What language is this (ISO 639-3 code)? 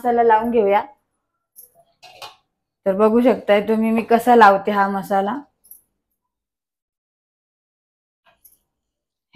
mar